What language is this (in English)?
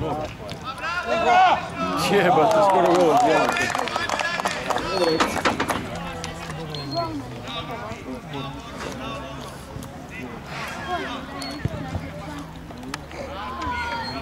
Croatian